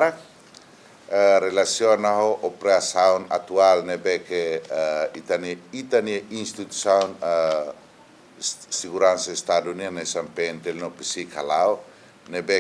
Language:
Tetum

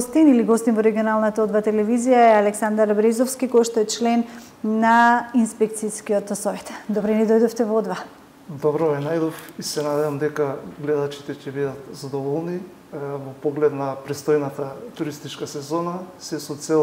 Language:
Macedonian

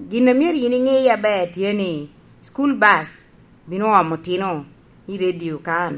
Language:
Lango (Uganda)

